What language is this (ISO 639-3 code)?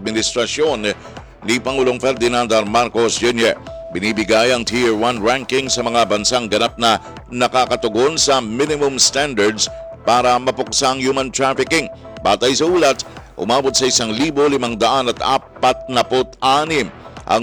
fil